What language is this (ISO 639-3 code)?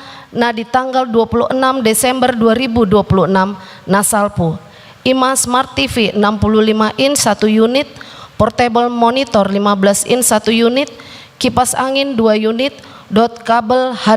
bbc